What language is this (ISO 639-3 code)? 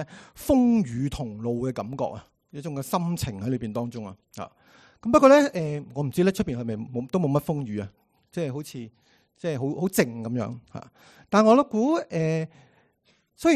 yue